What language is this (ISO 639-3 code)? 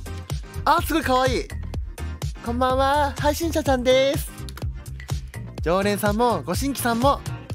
jpn